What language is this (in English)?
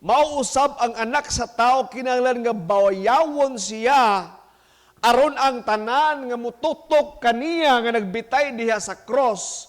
Cebuano